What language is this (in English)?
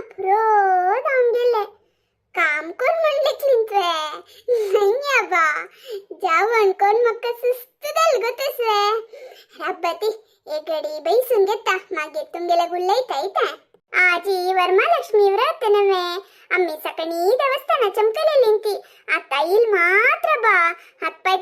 Konkani